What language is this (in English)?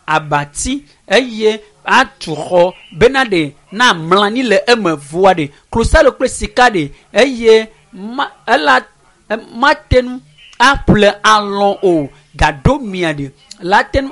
Ewe